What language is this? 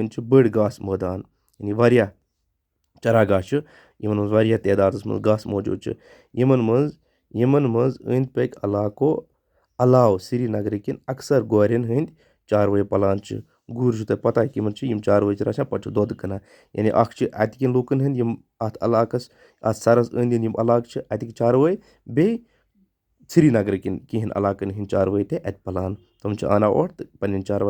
Kashmiri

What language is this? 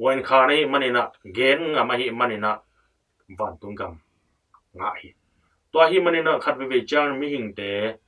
Tedim Chin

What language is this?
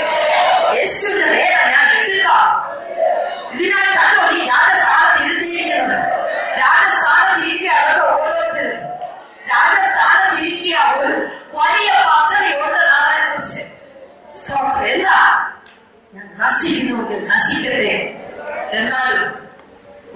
Malayalam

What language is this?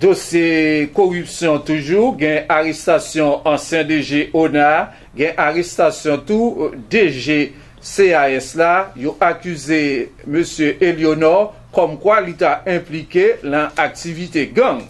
Haitian Creole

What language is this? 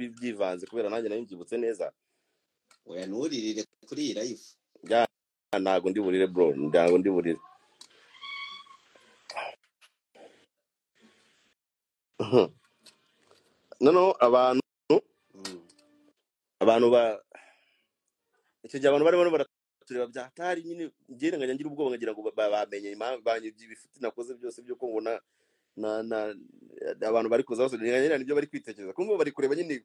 Kinyarwanda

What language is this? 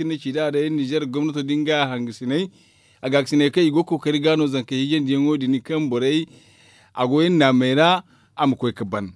Zarma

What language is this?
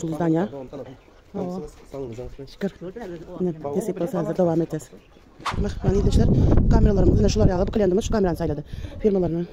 Turkmen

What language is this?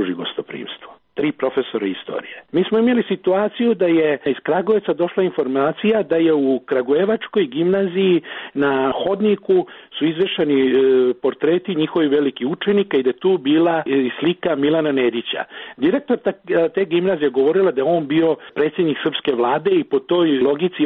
Serbian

